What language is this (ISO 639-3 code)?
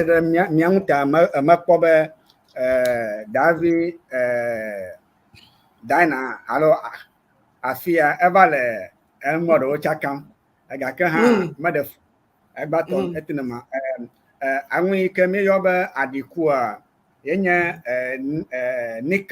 ewe